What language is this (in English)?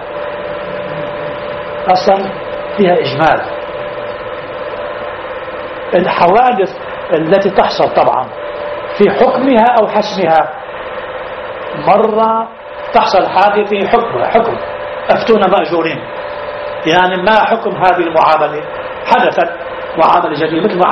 Arabic